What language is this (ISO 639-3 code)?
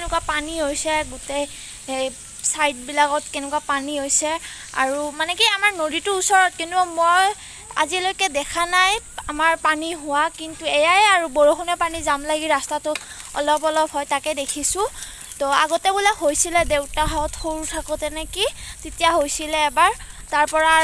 asm